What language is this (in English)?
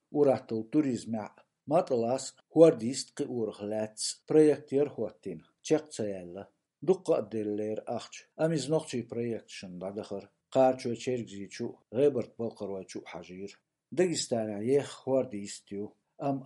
Chechen